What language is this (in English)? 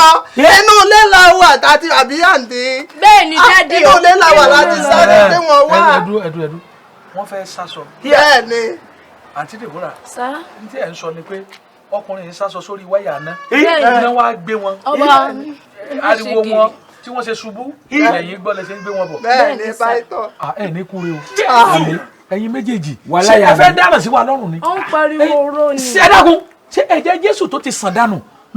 Yoruba